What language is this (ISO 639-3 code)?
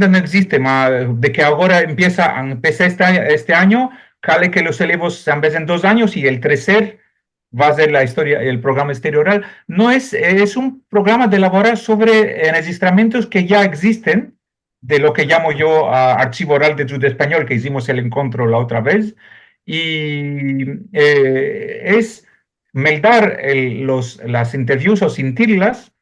lad